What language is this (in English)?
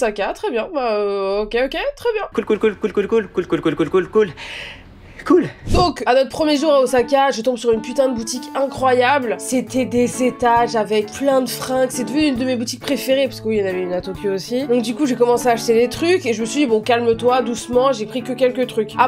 French